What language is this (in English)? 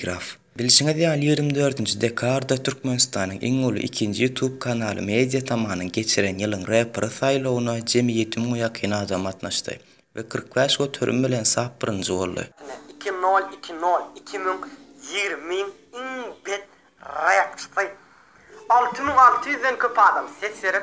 Turkmen